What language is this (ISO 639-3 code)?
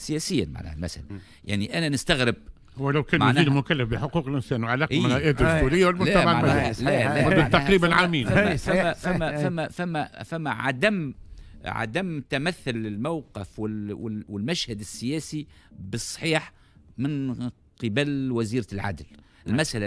aeb